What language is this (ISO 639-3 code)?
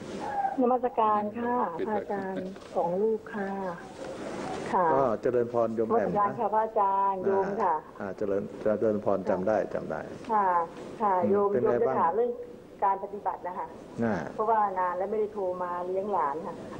tha